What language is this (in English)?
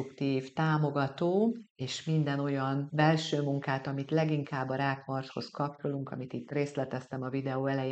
Hungarian